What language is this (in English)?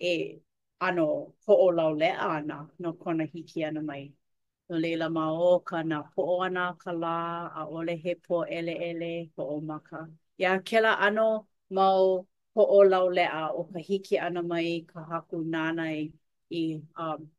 Hawaiian